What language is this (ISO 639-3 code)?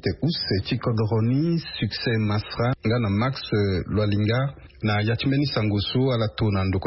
sag